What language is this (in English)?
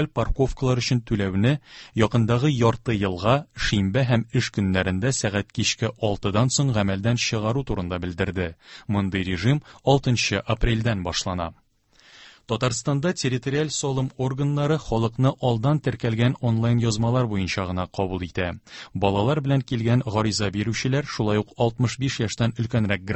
Tatar